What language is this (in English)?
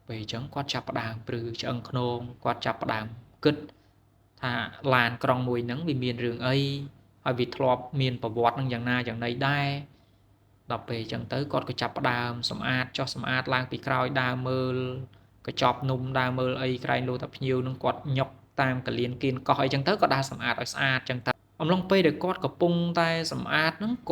Khmer